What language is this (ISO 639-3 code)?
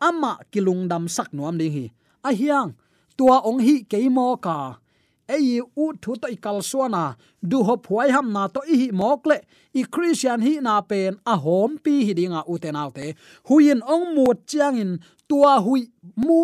ctd